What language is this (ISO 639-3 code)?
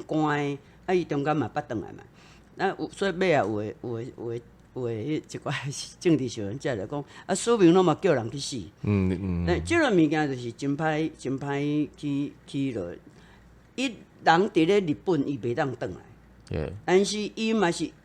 nan